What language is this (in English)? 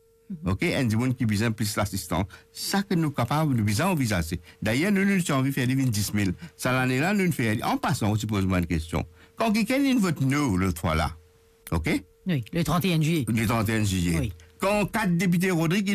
Morisyen